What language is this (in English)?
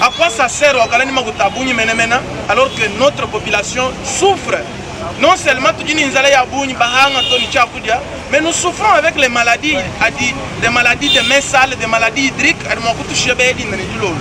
Luba-Lulua